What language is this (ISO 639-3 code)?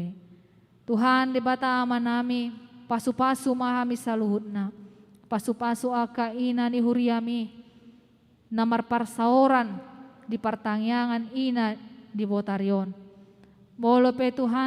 bbc